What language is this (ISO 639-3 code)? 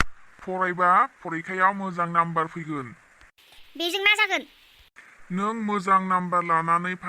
brx